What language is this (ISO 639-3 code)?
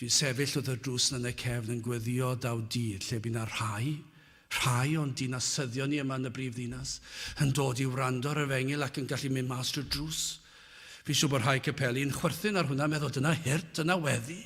cym